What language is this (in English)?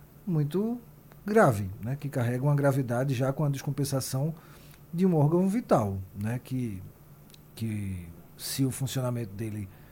Portuguese